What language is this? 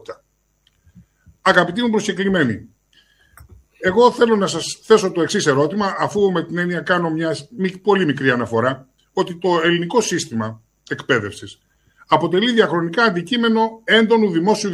Greek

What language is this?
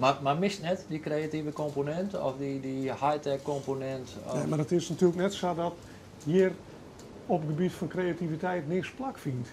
Western Frisian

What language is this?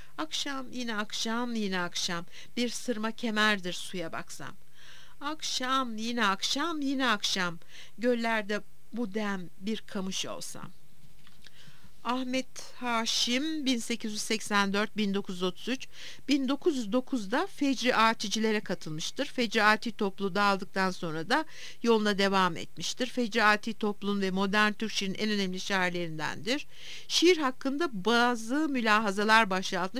Turkish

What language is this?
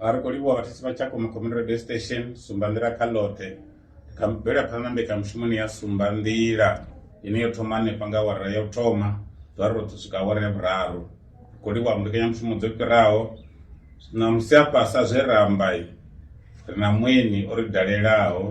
Venda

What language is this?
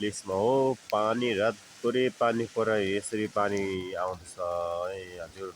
Nepali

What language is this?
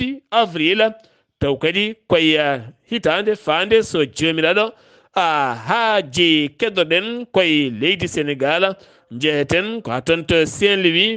Fula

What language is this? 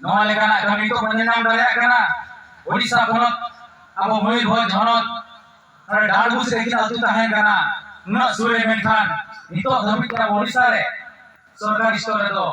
Santali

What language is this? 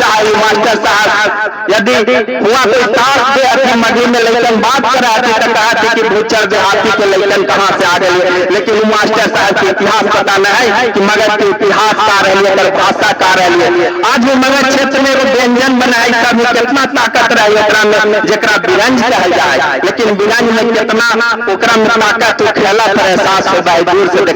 Magahi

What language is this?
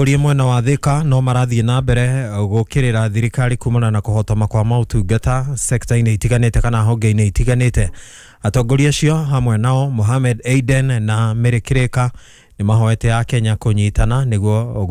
Kikuyu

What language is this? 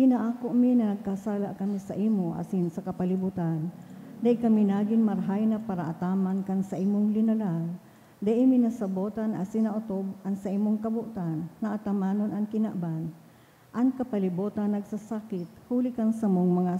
Bikol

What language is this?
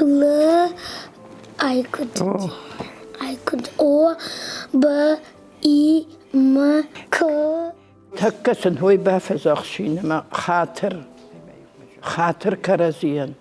Ossetic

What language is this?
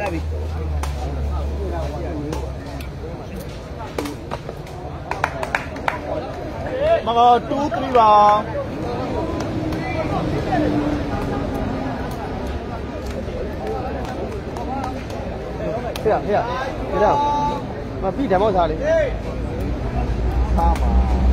Burmese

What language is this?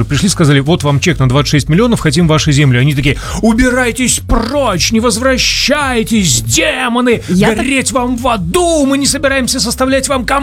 Russian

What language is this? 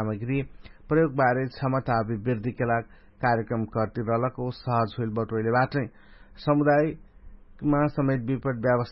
Dangaura Tharu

